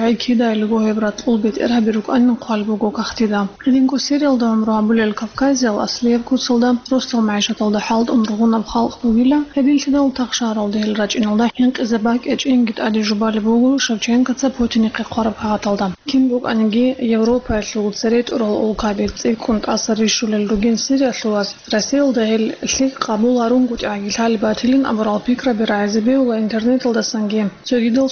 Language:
Avaric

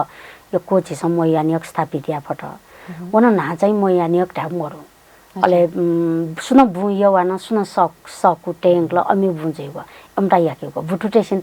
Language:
Newari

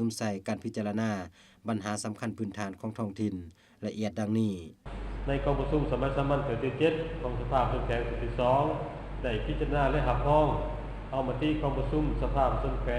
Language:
Lao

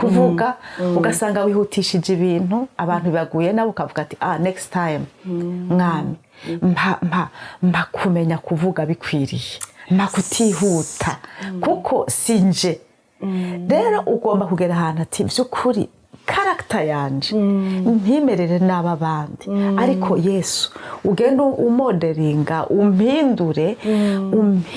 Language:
Rundi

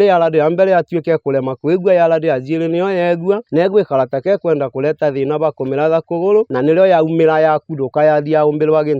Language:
Meru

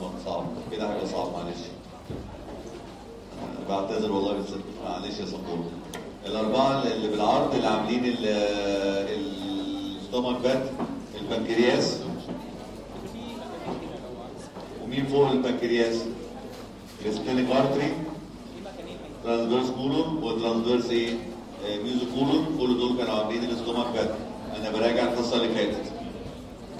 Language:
Egyptian Arabic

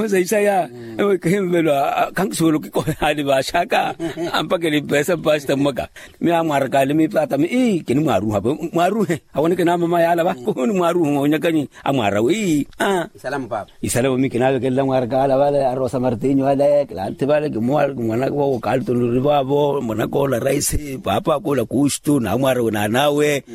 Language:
Makhuwa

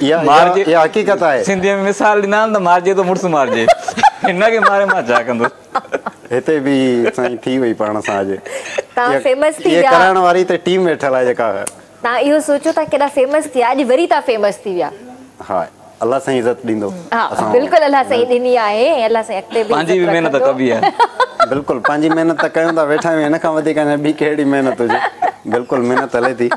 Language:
Sindhi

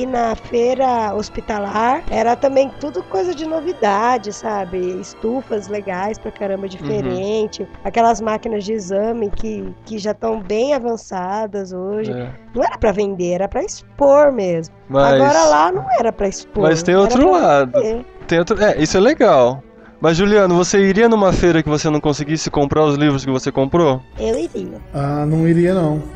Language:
Portuguese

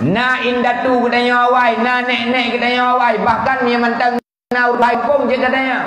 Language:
Achinese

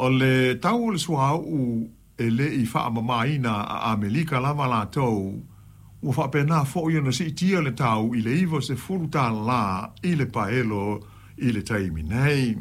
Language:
Samoan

